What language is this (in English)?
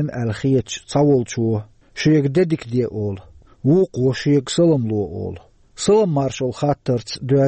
Chechen